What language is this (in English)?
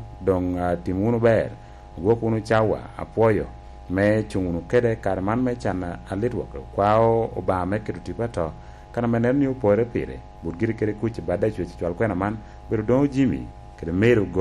Lango (Uganda)